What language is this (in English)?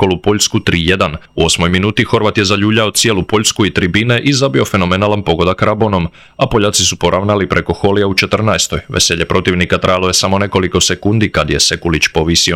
Croatian